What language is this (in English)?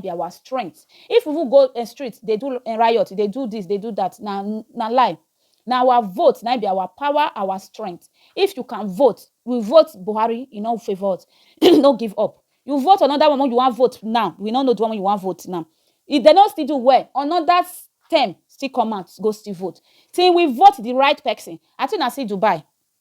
Nigerian Pidgin